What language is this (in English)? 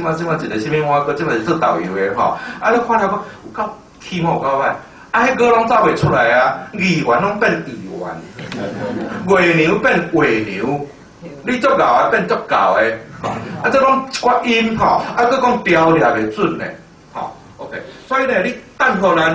Min Nan Chinese